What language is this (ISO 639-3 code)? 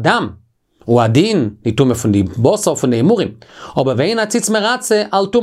yid